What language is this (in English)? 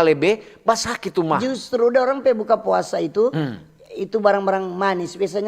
Manado Malay